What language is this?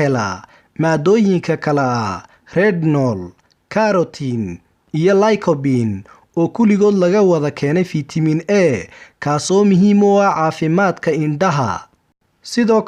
Somali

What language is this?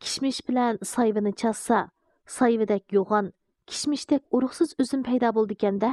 Uyghur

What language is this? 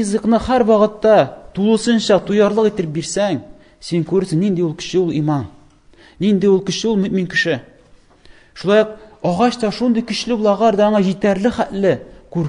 Tatar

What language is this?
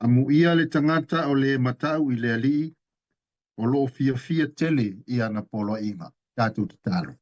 Samoan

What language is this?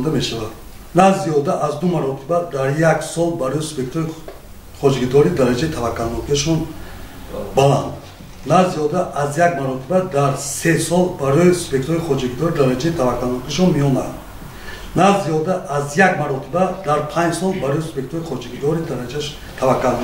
Tajik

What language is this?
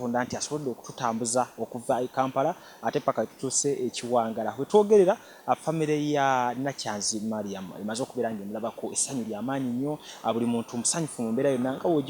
Ganda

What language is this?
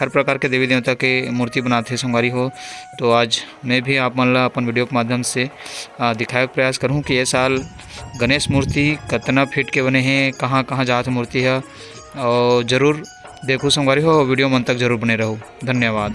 Chhattisgarhi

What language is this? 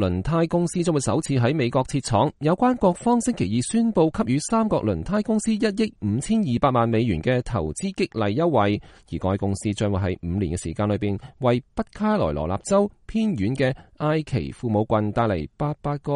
Cantonese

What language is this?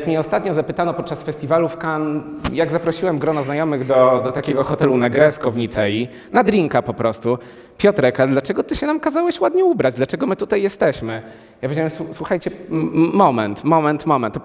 Polish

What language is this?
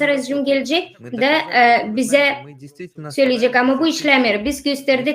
Gagauz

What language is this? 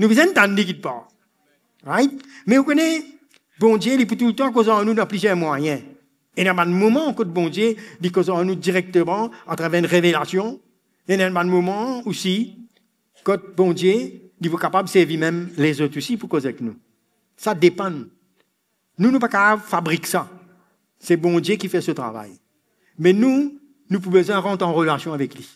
Morisyen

